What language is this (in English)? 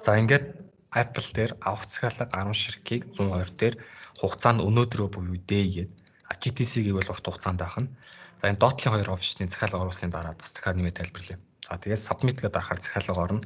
Mongolian